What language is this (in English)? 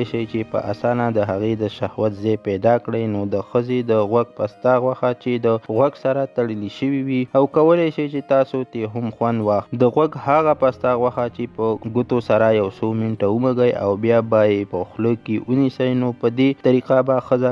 Pashto